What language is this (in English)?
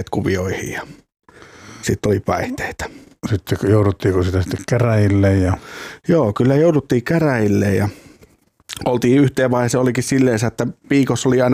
Finnish